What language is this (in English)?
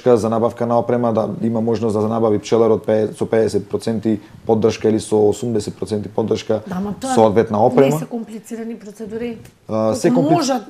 Macedonian